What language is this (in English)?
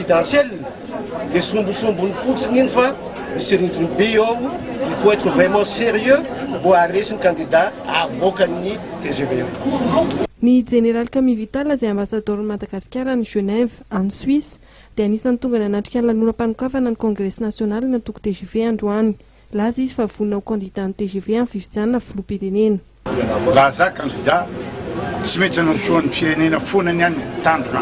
Malagasy